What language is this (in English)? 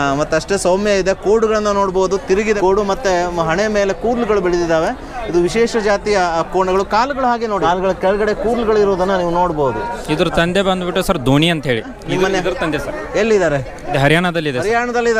Kannada